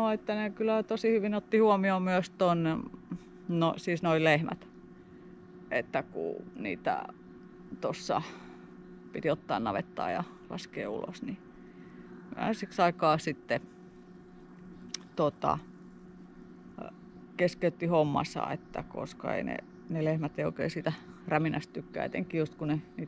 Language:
Finnish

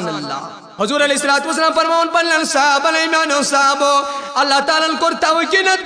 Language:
Kashmiri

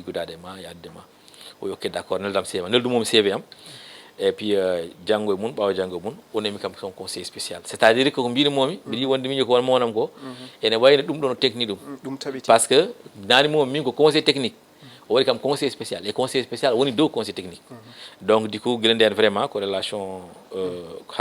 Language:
Fula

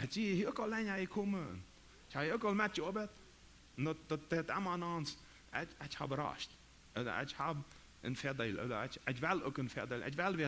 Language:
Plautdietsch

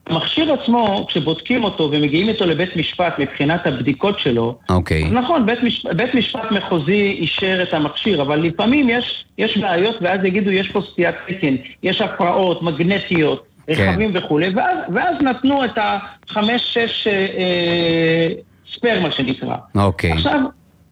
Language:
Hebrew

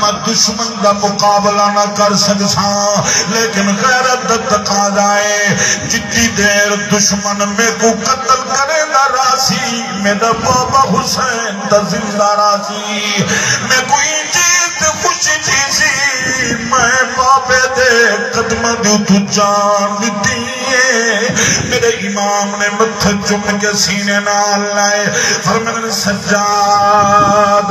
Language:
Saraiki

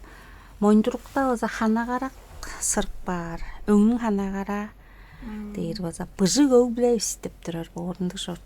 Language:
Tuvinian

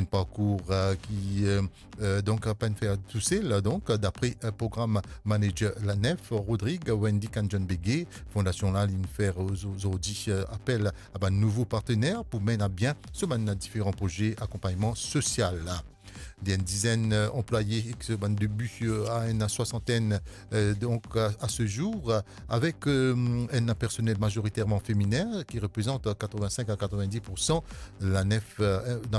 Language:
Morisyen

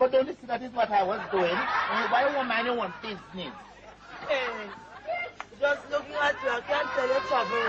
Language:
Jamaican Creole English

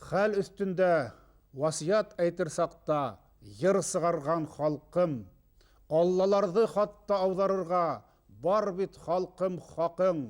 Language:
Bashkir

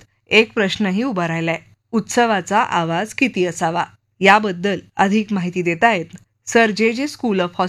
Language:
Marathi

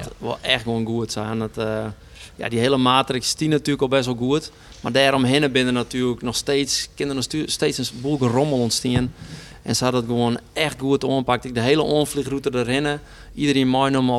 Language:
Western Frisian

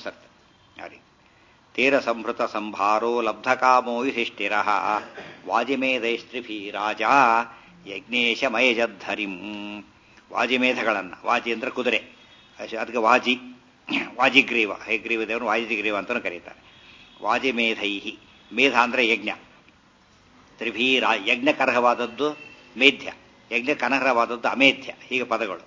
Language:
Kannada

